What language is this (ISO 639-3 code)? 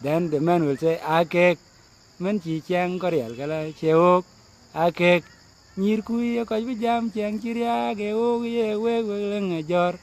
din